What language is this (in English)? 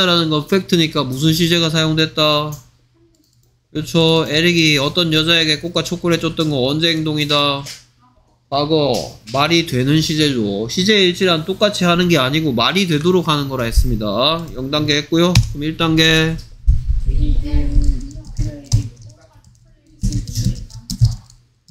Korean